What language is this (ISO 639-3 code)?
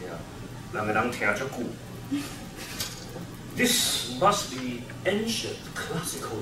nan